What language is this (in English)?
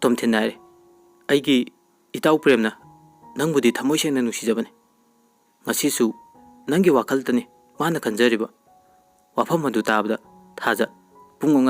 Manipuri